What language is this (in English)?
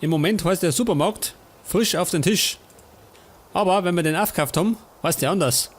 Bavarian